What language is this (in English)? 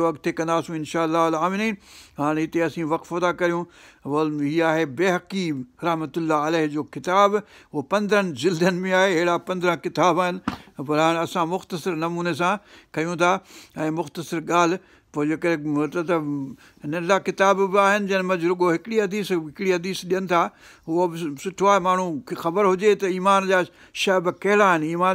Sindhi